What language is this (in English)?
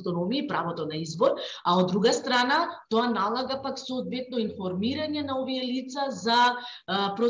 Macedonian